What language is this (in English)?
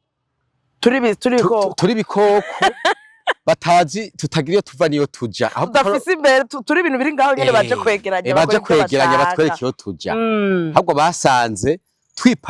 Rundi